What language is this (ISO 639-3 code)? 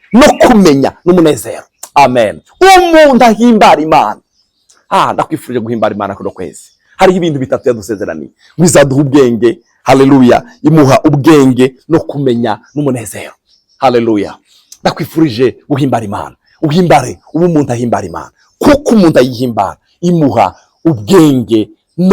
run